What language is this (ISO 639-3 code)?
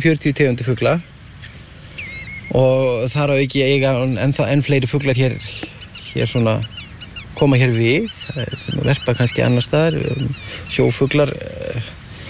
isl